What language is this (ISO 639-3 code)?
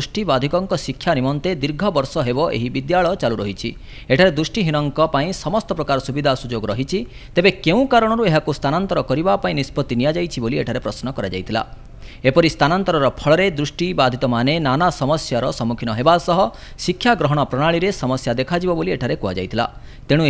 ori